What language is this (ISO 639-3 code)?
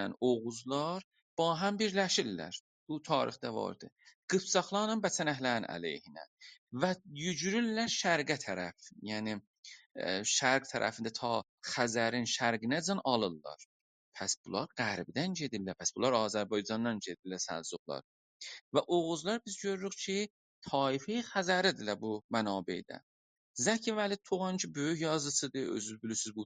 azb